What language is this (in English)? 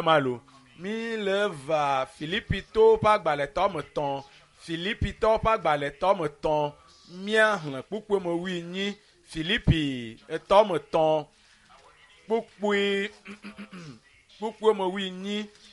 Ewe